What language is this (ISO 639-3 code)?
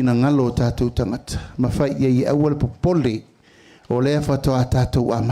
smo